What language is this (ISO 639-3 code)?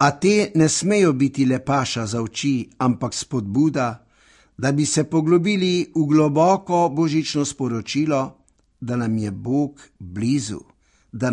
slv